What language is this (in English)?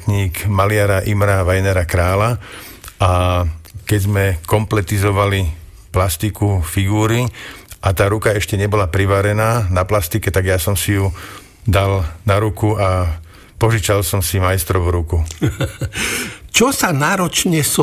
Slovak